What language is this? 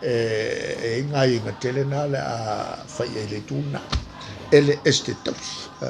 Samoan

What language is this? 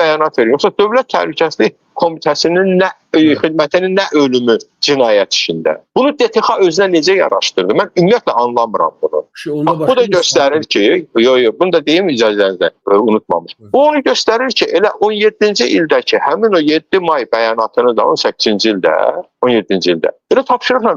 Azerbaijani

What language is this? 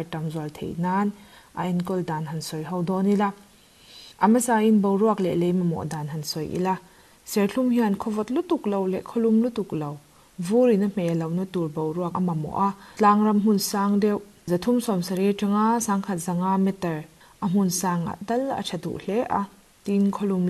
Mizo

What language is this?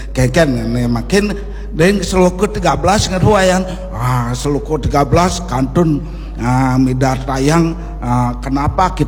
Balinese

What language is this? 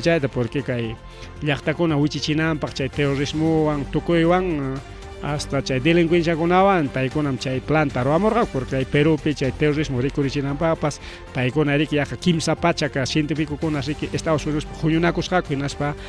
Ayacucho Quechua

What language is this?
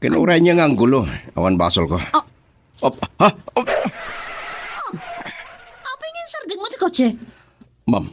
Iloko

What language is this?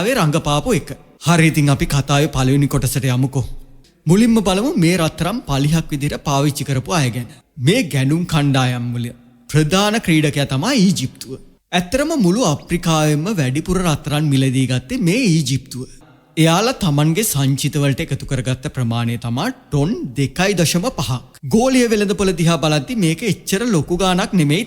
Sinhala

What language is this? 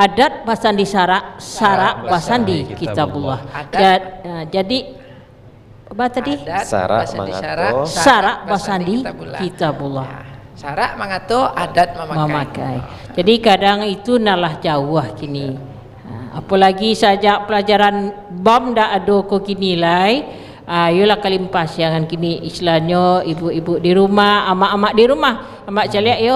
Minangkabau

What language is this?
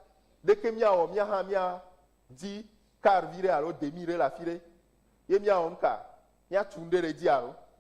Ewe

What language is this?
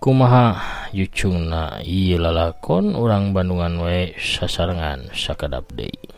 Sundanese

